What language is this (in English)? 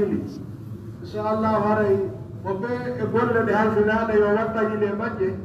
Pular